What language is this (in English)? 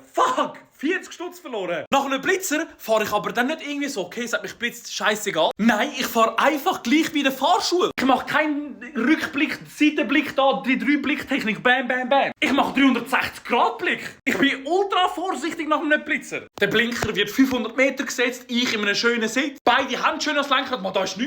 Swiss German